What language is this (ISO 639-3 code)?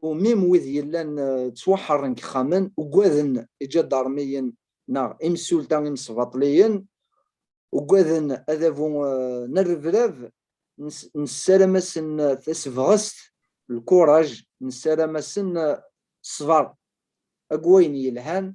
kab